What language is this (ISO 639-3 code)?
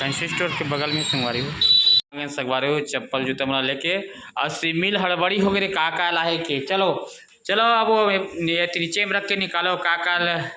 hne